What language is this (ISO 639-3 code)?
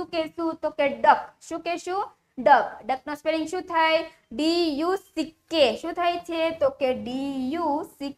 guj